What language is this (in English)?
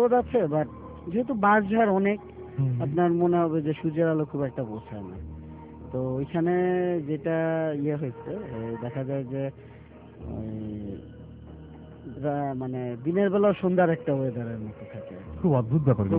Bangla